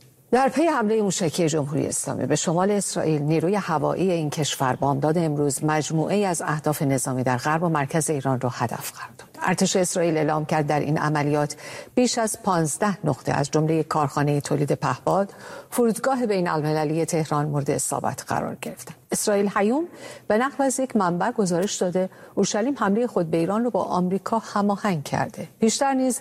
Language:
Persian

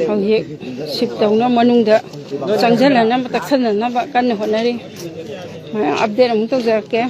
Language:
Manipuri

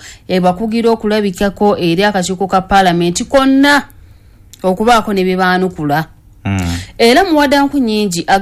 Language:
Ganda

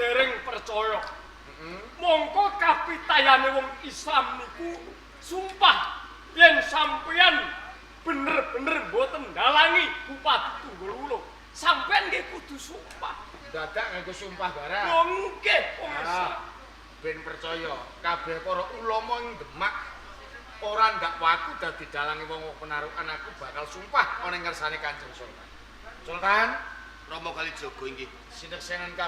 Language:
Javanese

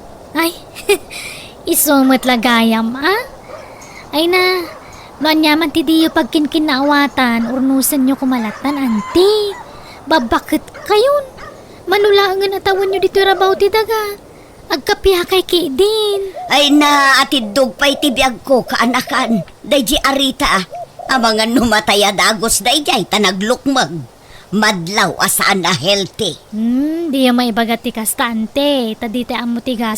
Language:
Iloko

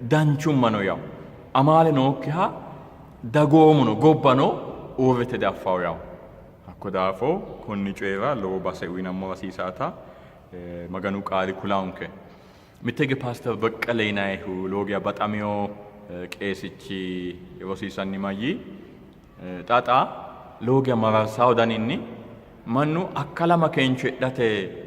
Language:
Sidamo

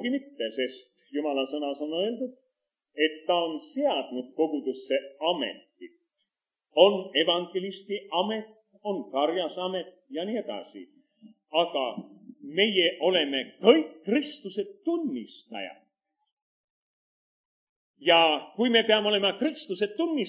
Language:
Estonian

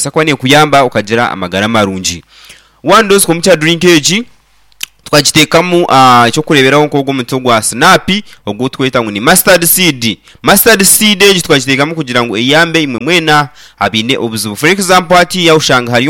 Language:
Nyankole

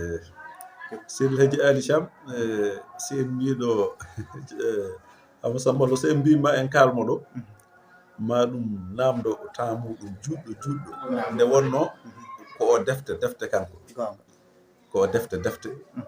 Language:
Fula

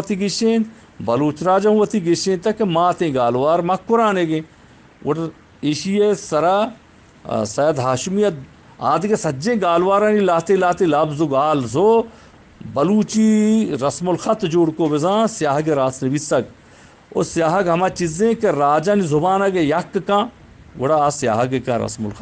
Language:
Eastern Balochi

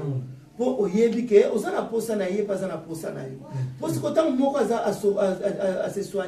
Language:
Lingala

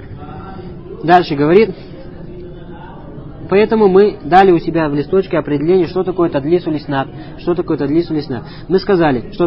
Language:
Russian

